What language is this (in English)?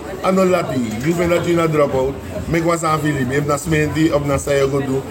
Sranan Tongo